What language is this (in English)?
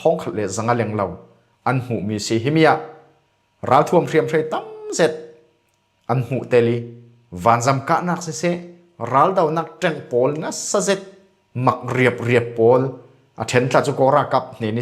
Falam Chin